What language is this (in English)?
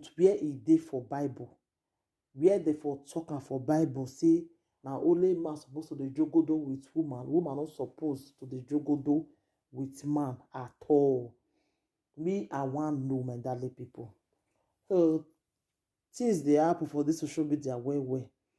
Nigerian Pidgin